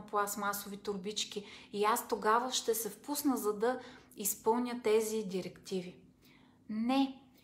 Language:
Bulgarian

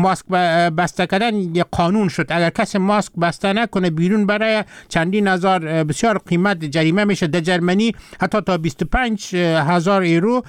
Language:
Persian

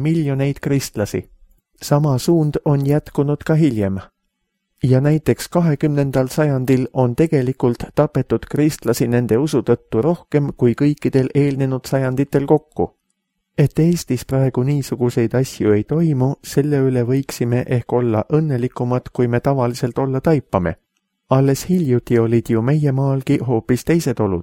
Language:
Estonian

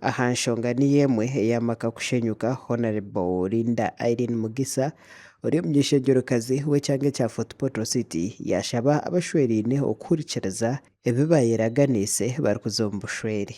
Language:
Nyankole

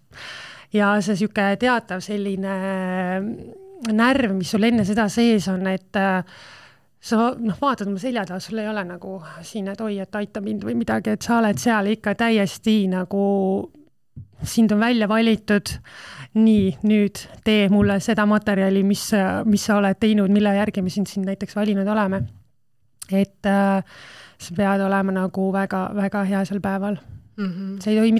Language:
Estonian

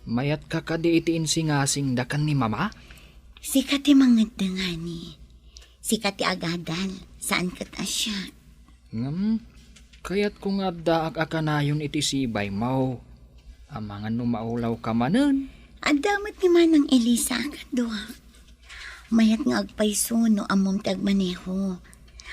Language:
Iloko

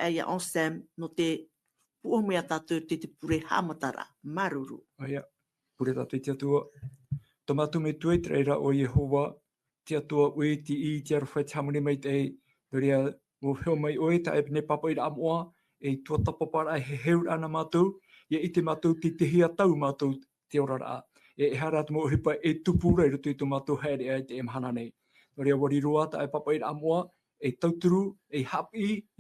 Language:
Tahitian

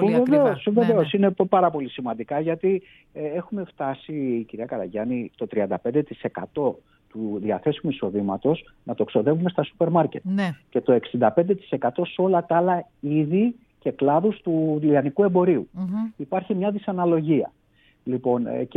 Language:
Greek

